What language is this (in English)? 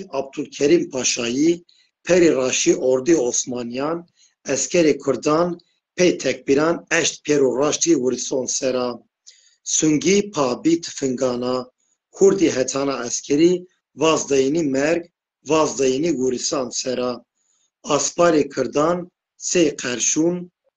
Zaza